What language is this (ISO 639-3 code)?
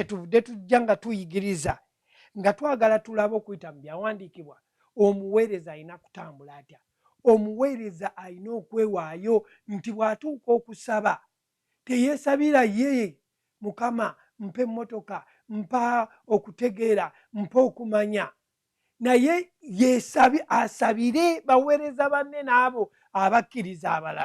lug